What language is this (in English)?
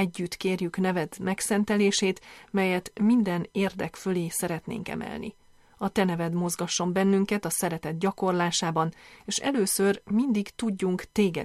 Hungarian